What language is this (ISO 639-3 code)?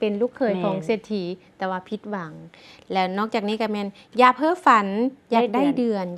lao